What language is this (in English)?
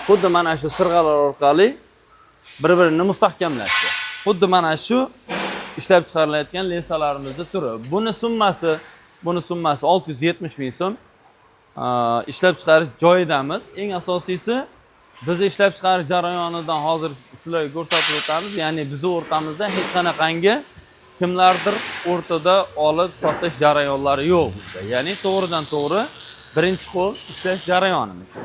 Uzbek